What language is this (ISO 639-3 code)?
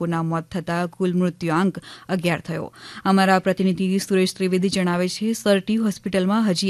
guj